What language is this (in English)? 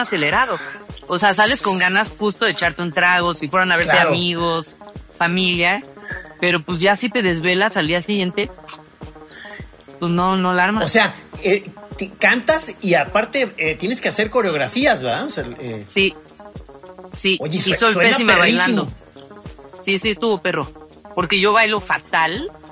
Spanish